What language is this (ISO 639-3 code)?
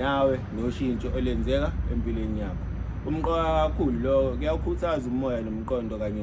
zul